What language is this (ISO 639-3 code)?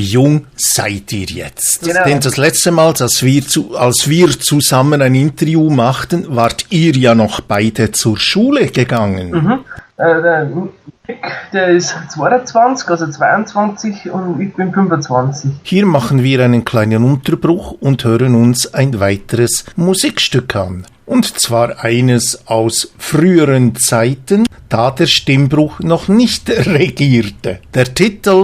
bar